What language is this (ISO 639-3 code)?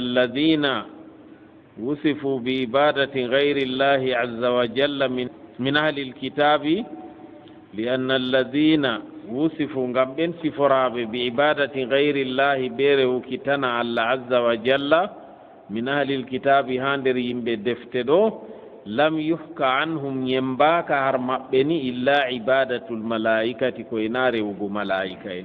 ful